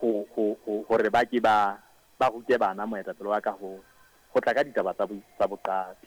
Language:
Southern Sotho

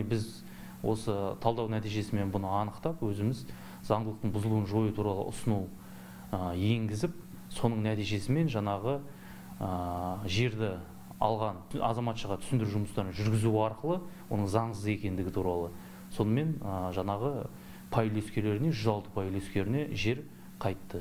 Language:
Kazakh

